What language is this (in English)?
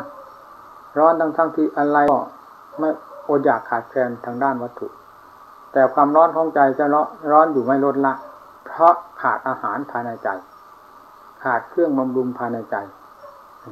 Thai